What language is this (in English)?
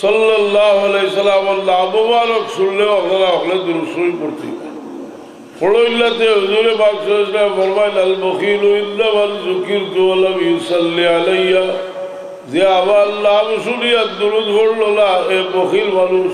Sylheti